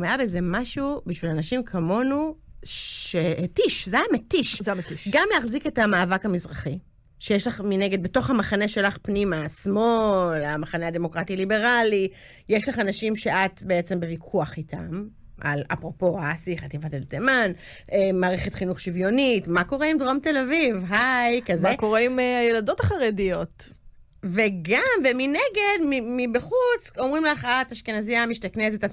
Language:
Hebrew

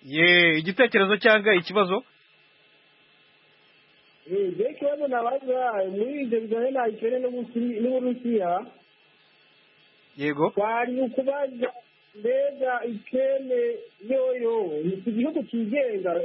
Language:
Kinyarwanda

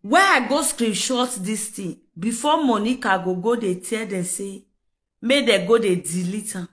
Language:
Nigerian Pidgin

